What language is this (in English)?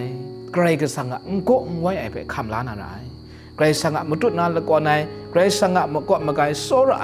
Kachin